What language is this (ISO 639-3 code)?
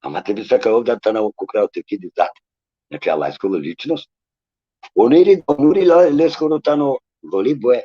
rmn